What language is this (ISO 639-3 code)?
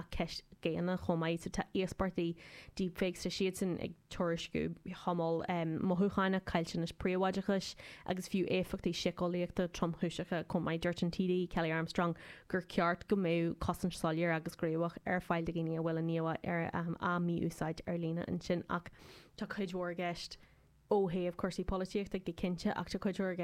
gle